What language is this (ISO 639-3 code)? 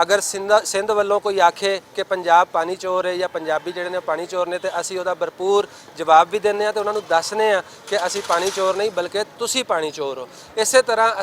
lah